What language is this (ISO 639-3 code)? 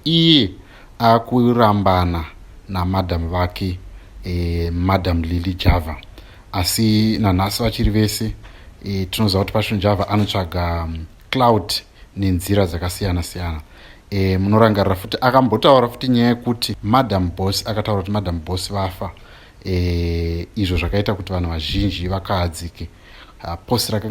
sna